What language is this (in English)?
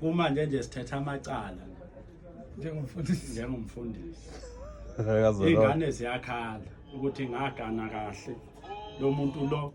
Zulu